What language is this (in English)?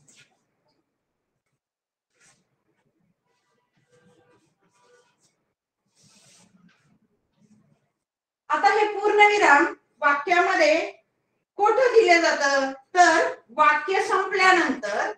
Marathi